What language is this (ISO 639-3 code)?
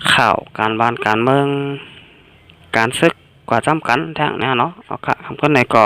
shn